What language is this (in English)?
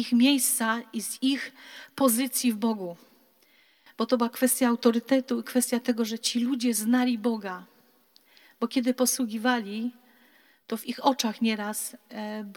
Polish